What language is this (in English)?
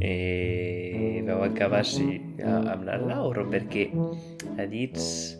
Occitan